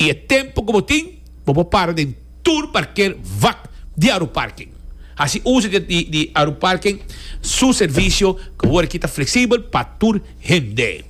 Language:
Papiamento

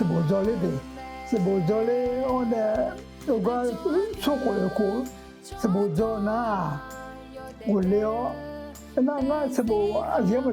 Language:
Akha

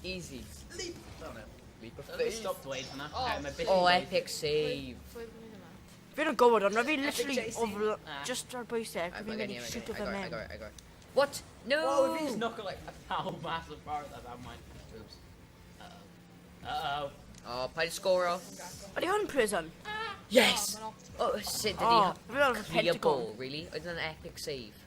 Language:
Welsh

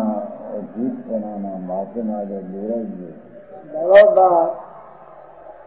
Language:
Gujarati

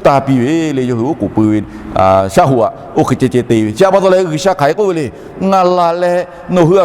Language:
Lahu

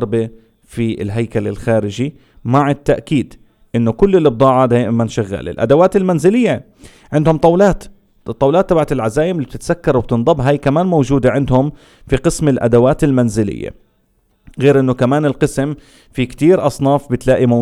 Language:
North Levantine Arabic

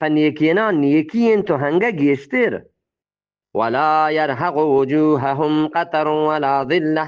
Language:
Eastern Balochi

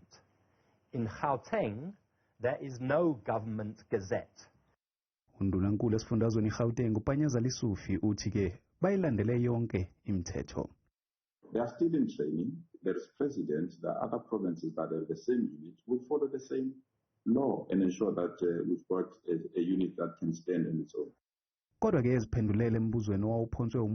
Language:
Zulu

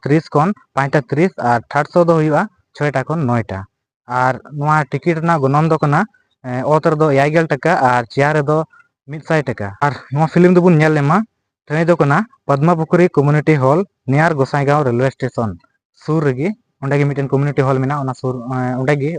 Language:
Santali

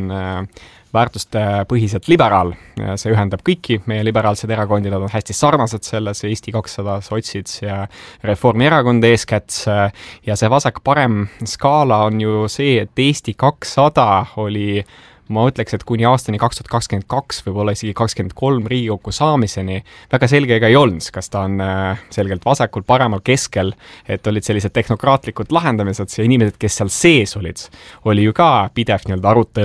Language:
Estonian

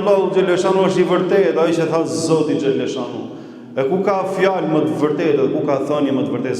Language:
Albanian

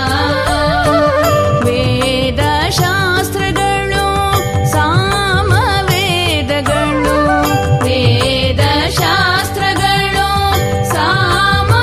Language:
Kannada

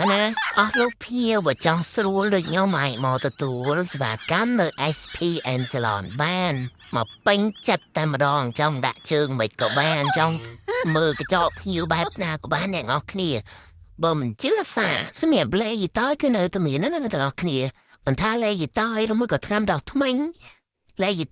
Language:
Khmer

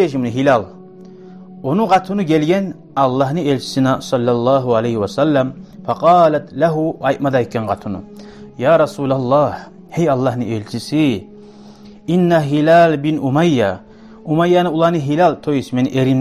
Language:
Kumyk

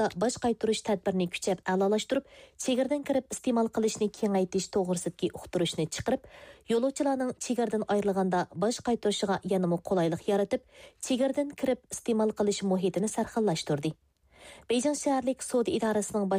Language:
Uyghur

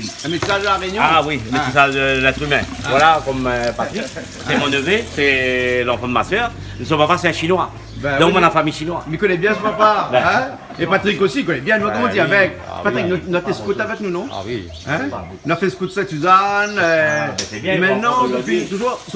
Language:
Réunion Creole French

